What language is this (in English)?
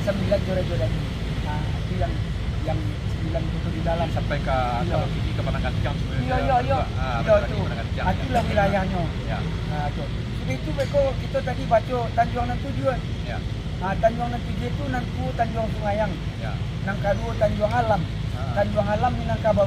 Minangkabau